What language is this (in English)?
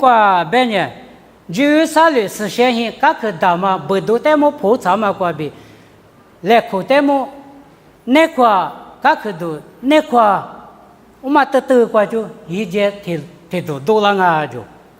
Lisu